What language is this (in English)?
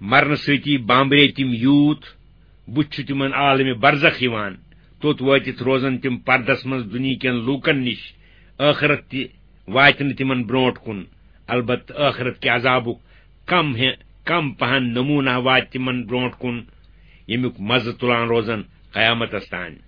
Kashmiri